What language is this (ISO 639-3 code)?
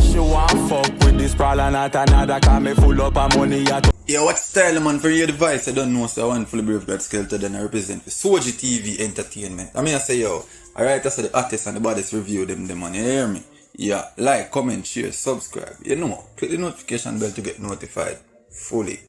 jam